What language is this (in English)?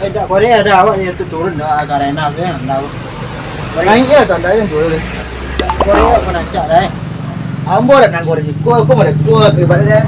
Minangkabau